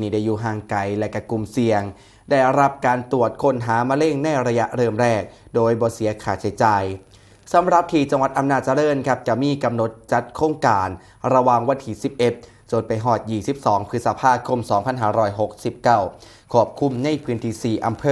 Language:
Northeastern Thai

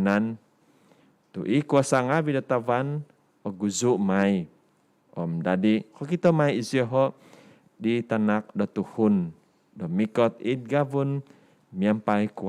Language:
Central Dusun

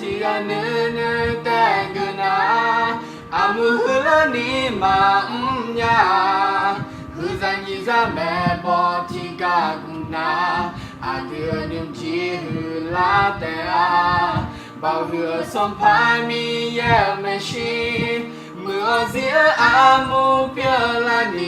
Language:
Akha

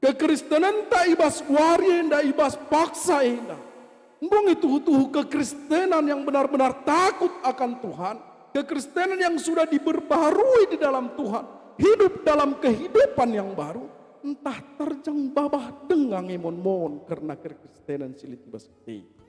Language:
Batak Karo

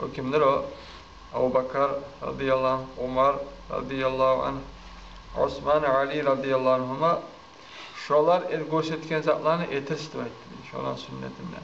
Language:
Kumyk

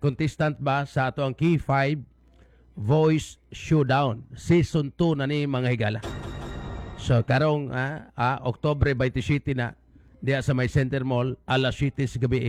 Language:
Cebuano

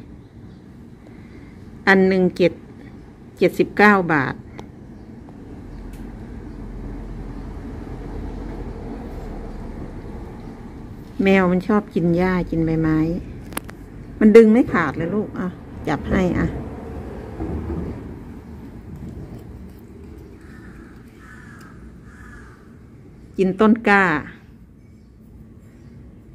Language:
Thai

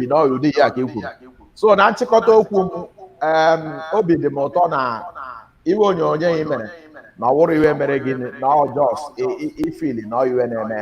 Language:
Igbo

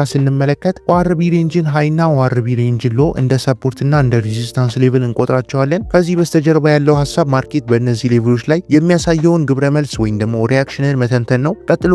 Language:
Amharic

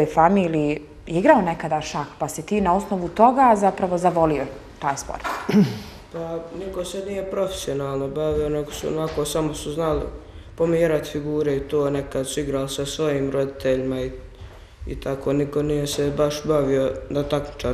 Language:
Bosnian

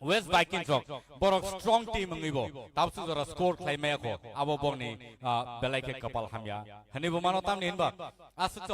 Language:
Kok Borok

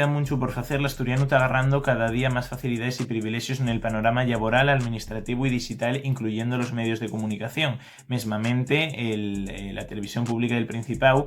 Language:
Asturian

